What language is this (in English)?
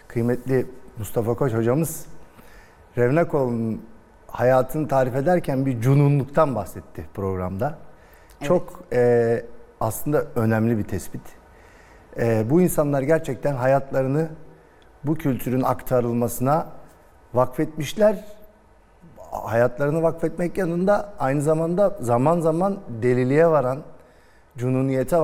Turkish